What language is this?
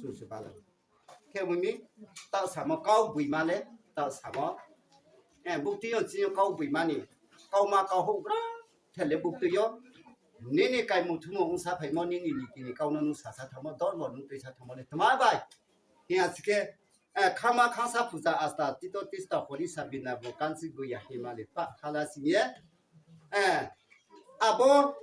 Riang (India)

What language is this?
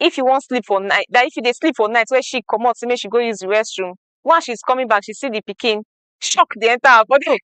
Nigerian Pidgin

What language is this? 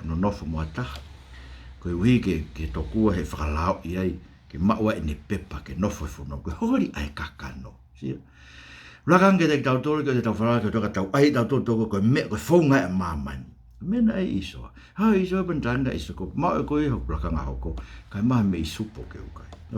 Tongan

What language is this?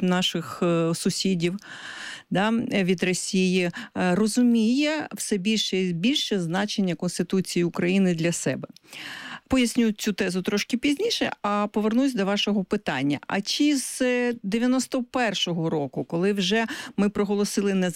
Ukrainian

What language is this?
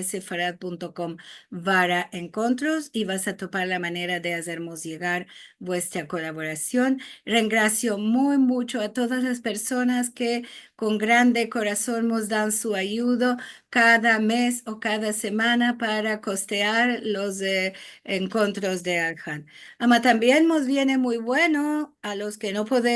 Ladino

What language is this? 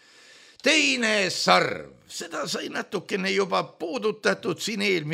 Estonian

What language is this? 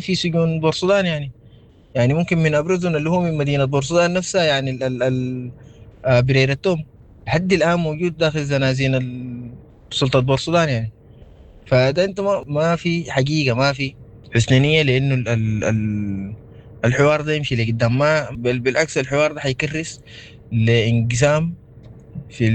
Sudanese Arabic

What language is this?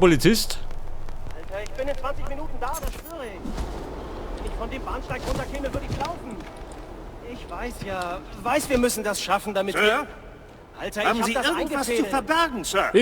Bavarian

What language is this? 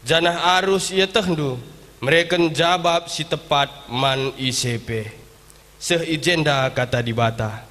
Batak Karo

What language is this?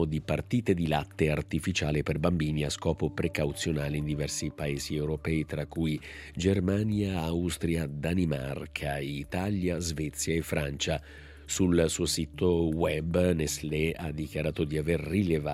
Italian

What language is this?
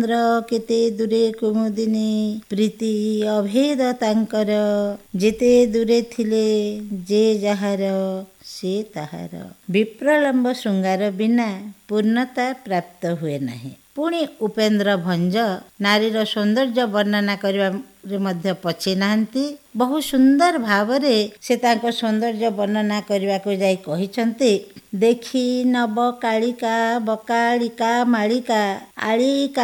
Odia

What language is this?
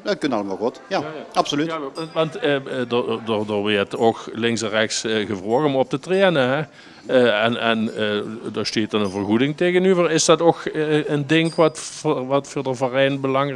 Limburgish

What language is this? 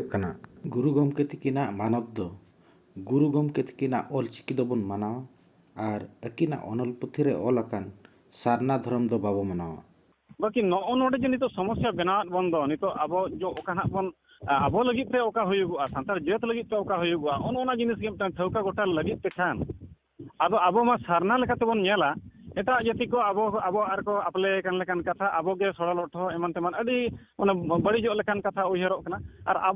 Santali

